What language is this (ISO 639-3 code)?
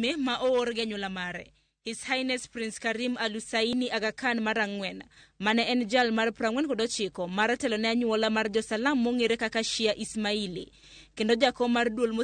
luo